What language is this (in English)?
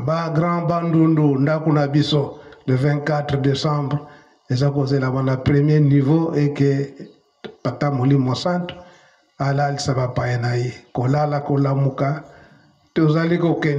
Lingala